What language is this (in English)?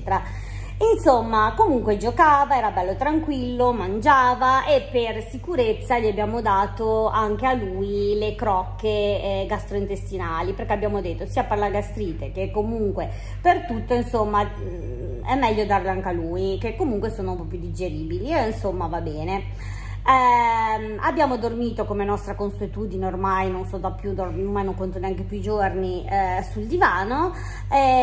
Italian